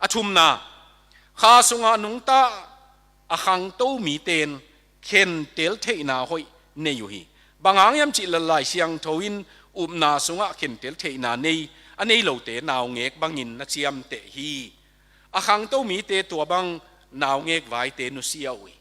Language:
Tedim Chin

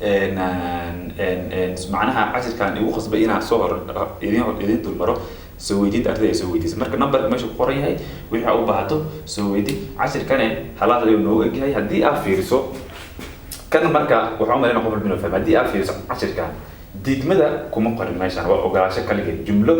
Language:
Somali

